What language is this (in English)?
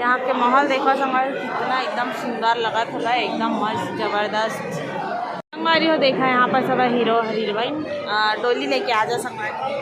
Chhattisgarhi